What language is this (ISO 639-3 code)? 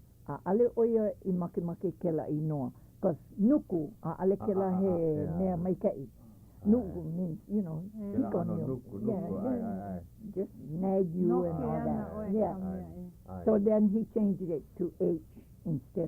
haw